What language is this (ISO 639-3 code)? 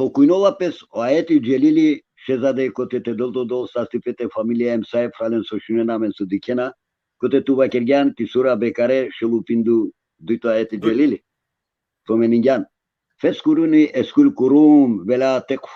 rmn